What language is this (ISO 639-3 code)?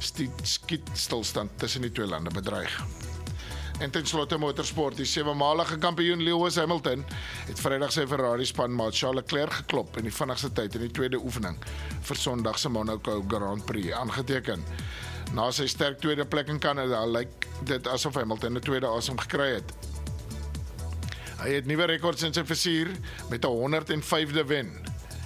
afr